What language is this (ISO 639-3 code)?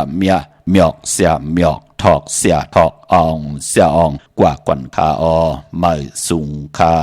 shn